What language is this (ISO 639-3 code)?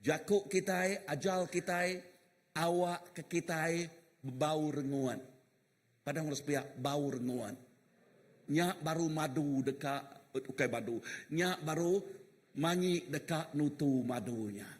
iba